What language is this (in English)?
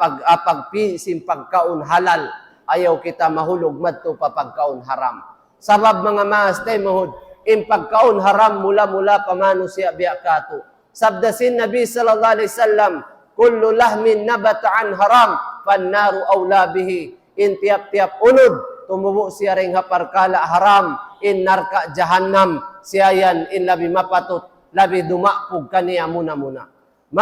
Tausug